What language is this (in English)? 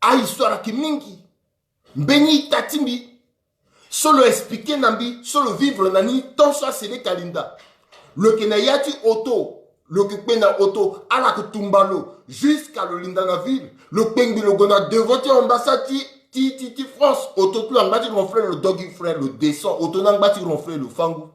Sango